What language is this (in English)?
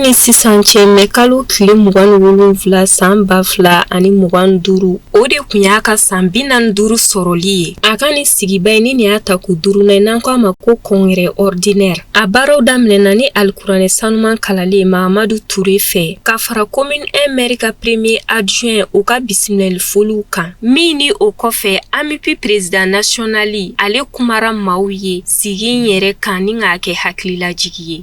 Bambara